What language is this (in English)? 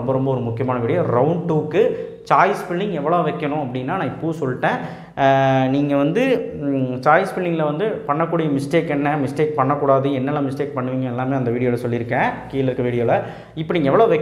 Tamil